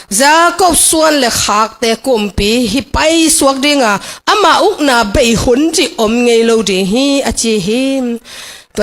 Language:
Tedim Chin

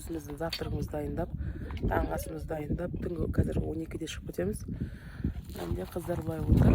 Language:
Kazakh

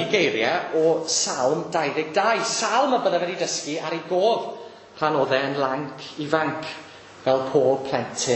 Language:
Welsh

